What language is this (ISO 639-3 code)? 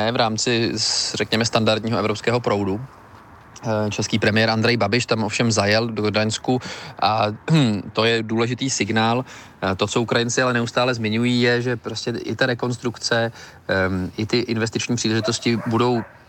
ces